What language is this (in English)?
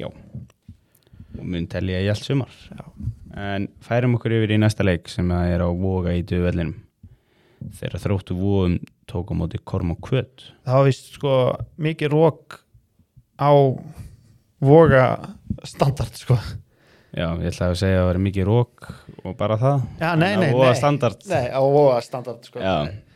Icelandic